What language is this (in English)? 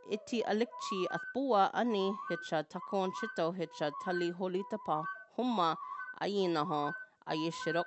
Choctaw